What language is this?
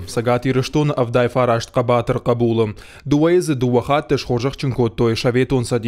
Ossetic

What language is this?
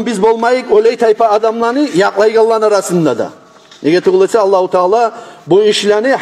Kumyk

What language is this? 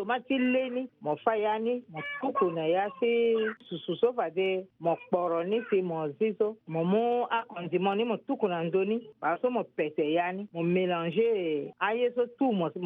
Sango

